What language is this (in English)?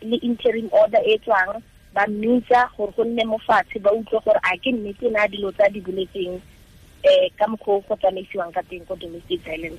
Tswana